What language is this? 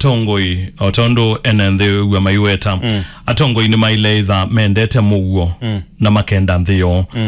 Kamba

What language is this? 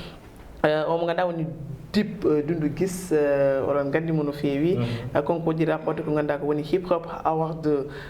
Fula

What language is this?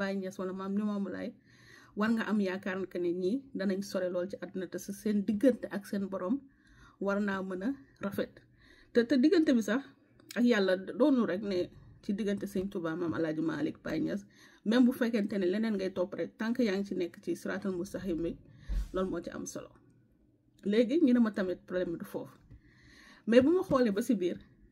Wolof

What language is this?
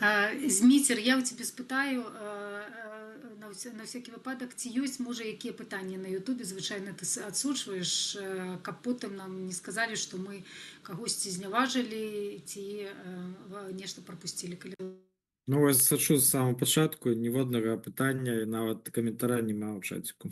Belarusian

